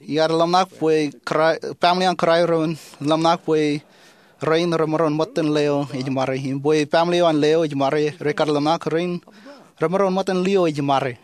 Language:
Marshallese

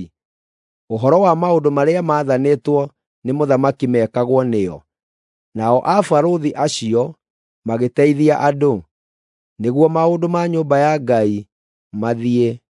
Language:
Kikuyu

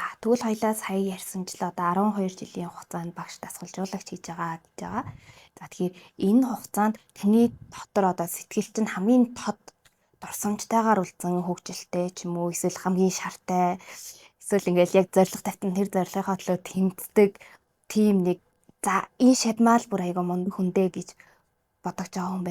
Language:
Mongolian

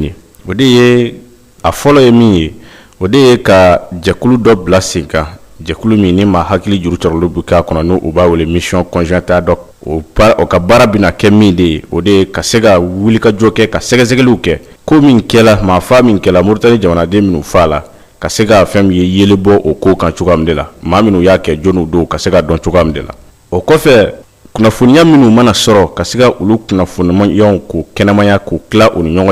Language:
Bambara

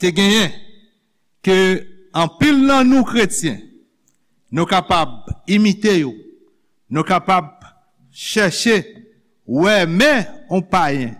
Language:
Haitian Creole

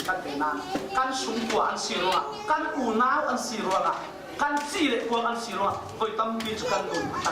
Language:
Falam Chin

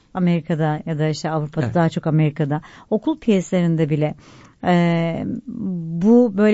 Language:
Turkish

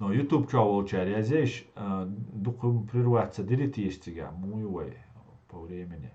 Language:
Chechen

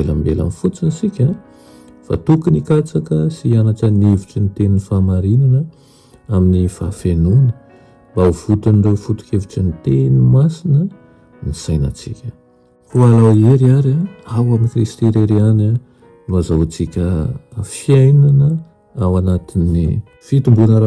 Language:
Malagasy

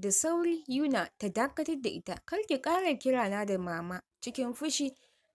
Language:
Hausa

